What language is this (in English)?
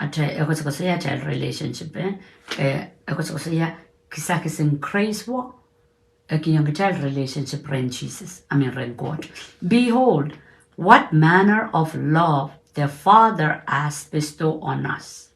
Pohnpeian